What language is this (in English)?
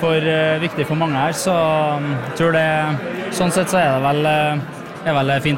Norwegian